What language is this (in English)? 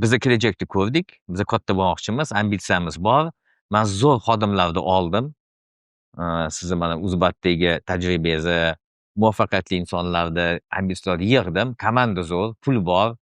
Uzbek